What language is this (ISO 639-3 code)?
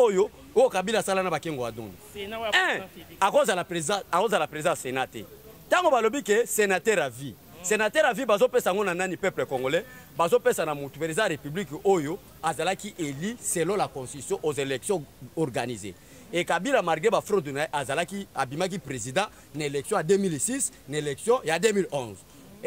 lin